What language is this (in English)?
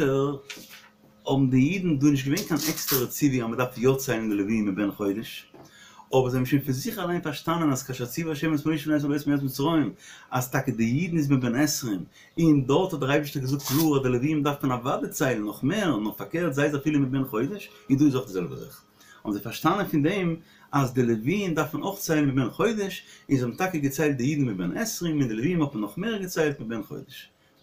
Yiddish